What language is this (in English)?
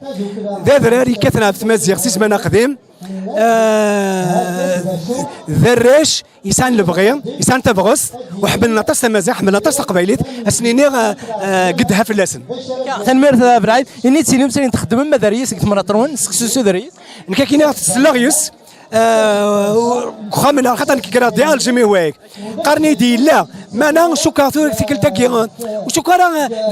Kabyle